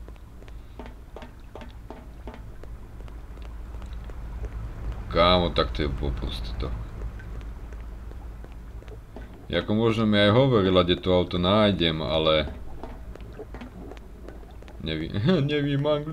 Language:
Slovak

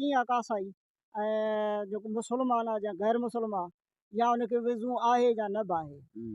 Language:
Sindhi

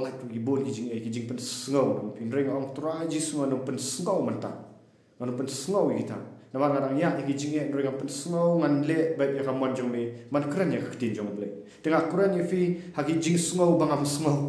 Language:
Khasi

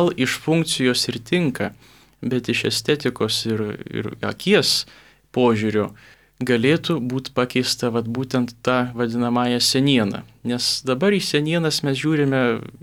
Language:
Lithuanian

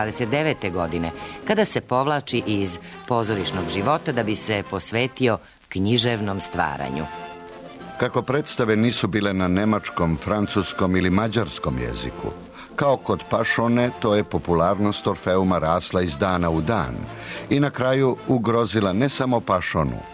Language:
Serbian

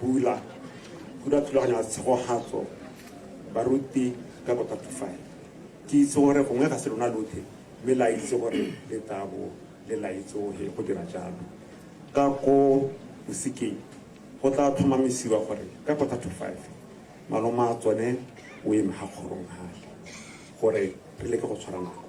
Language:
Tswana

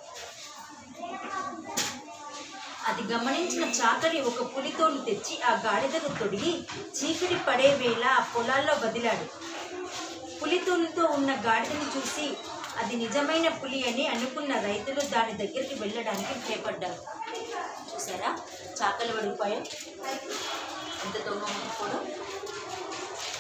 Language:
Telugu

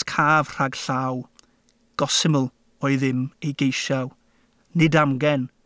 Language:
Welsh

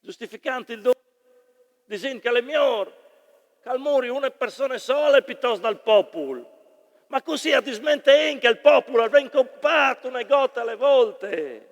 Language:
Friulian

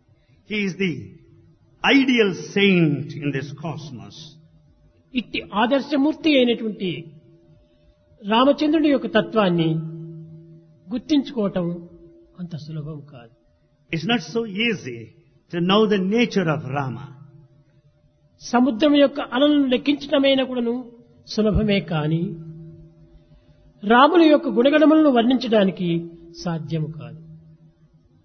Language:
Telugu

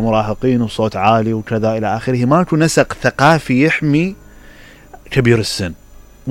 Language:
Mesopotamian Arabic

